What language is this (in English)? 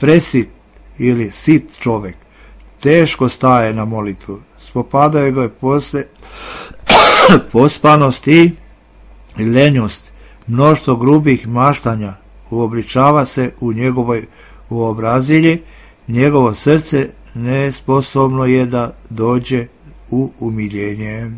Serbian